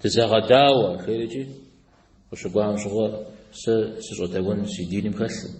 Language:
Kabardian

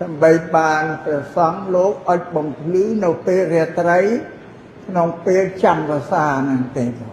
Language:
Khmer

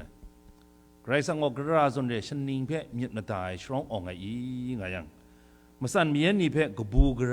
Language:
Kachin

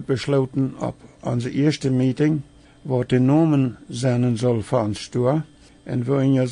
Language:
Plautdietsch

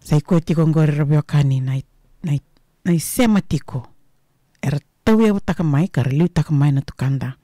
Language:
Fijian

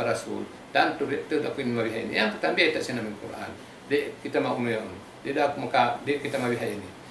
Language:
Tausug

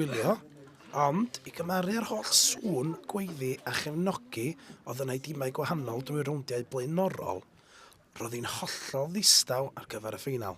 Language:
Welsh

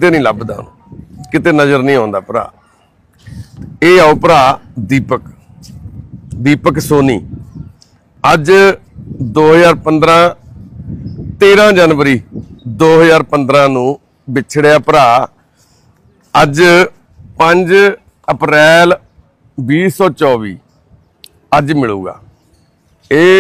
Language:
Punjabi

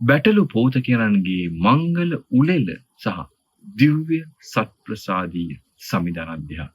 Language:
Sinhala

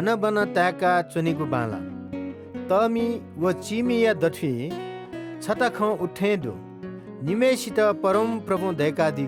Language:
Newari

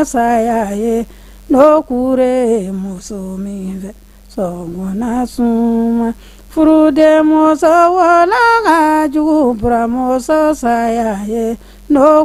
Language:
Bambara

